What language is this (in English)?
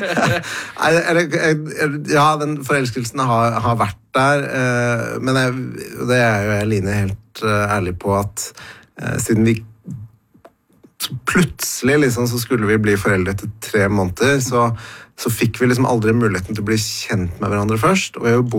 Norwegian